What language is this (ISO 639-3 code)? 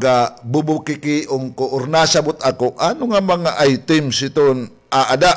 war